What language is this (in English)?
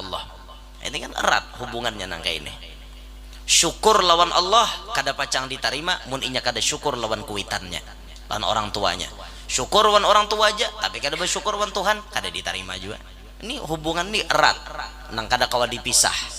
Banjar